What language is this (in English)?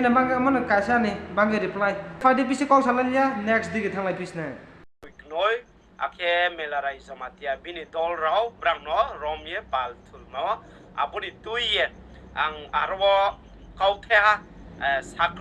Kok Borok